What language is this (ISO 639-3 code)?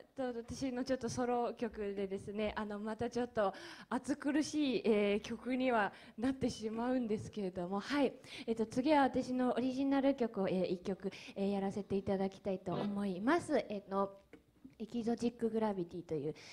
jpn